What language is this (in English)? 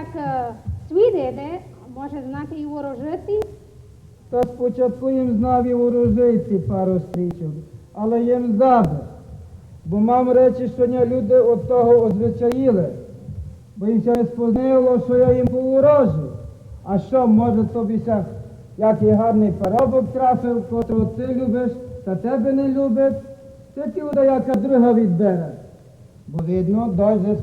Rusyn